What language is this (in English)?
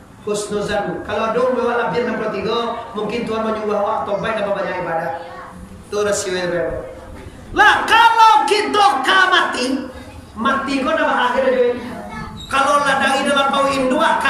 Minangkabau